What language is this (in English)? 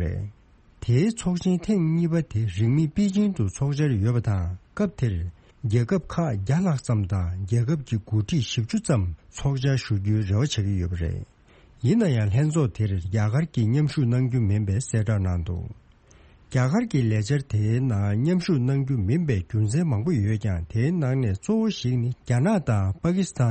Tibetan